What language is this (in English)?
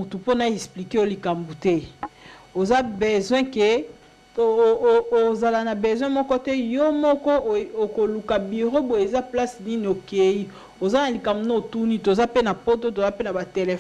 Lingala